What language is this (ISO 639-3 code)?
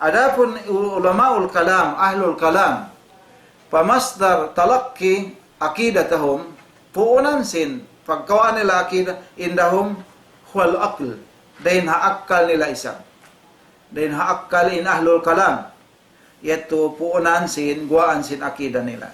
tsg